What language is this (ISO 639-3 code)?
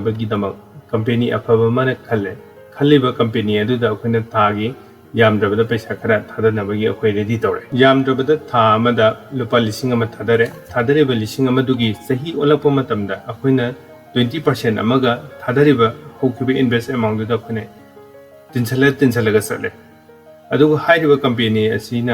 mni